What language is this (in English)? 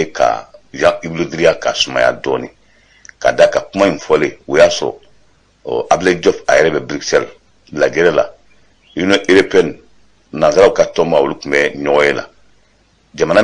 Bambara